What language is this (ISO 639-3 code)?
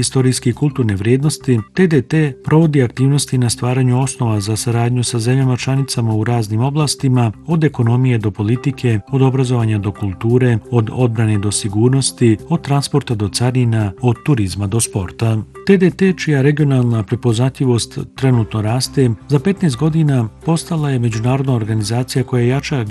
bos